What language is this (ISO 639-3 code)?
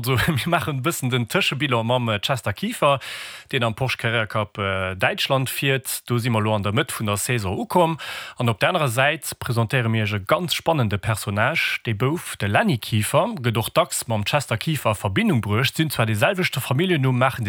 ltz